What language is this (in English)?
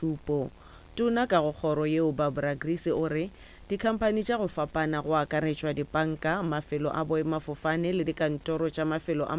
Northern Sotho